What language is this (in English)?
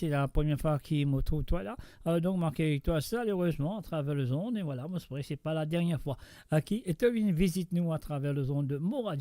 Morisyen